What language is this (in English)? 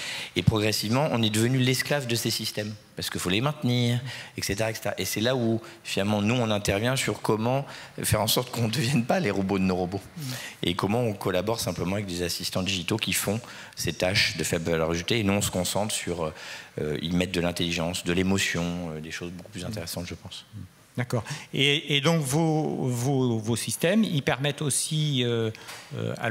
French